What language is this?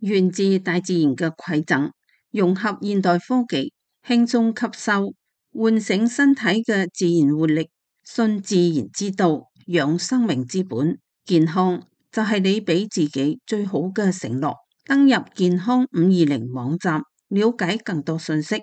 Cantonese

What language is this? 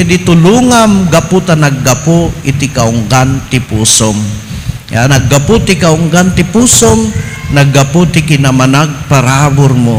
Iloko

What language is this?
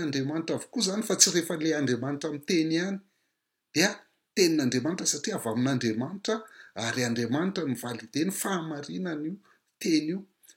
Malagasy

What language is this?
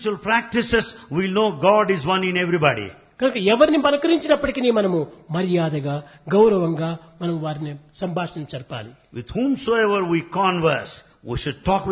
Telugu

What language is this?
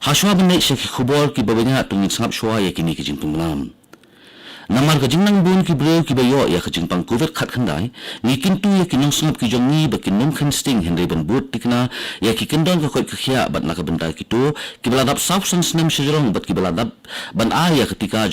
Khasi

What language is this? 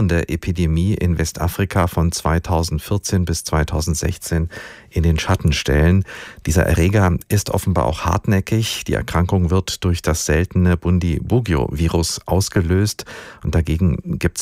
German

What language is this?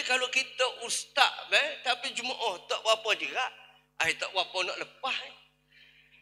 Malay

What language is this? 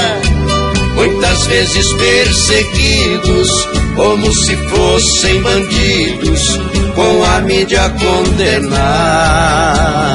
Portuguese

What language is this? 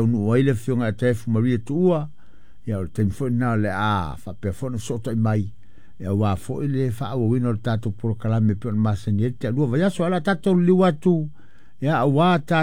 Samoan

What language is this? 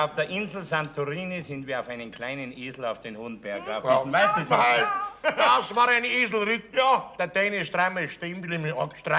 Bavarian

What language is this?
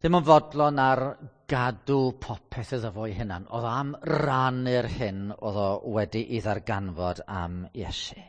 Welsh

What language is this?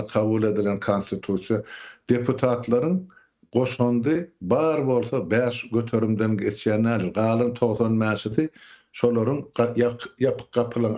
Turkmen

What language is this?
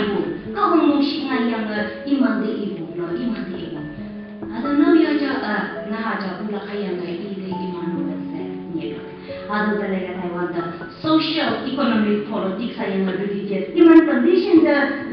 Konyak Naga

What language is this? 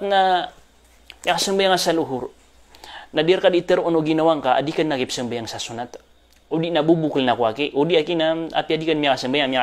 Maranao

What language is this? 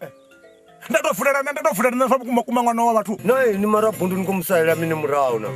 Venda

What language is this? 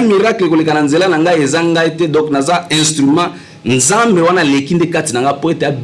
Lingala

